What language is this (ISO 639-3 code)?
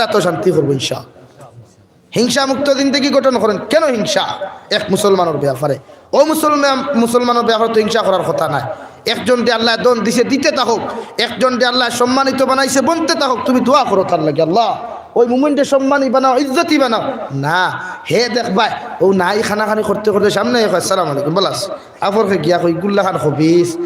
syl